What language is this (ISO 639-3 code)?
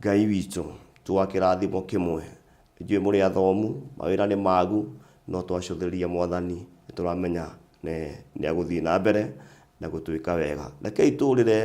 kik